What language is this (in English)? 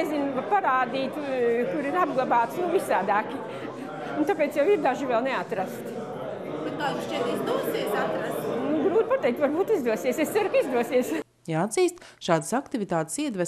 Latvian